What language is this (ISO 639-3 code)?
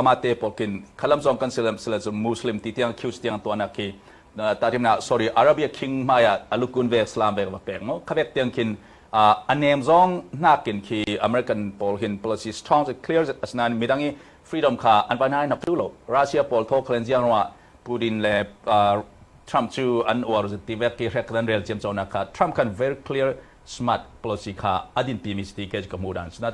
cnh